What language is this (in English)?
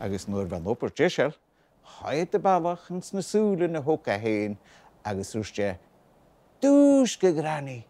Scottish Gaelic